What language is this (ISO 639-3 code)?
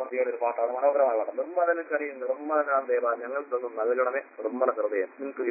mal